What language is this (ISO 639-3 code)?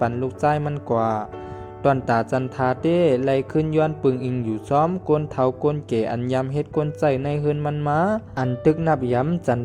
shn